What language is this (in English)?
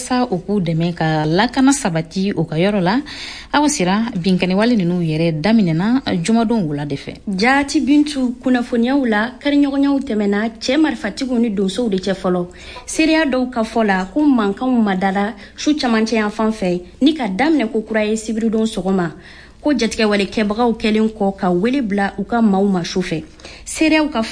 Bambara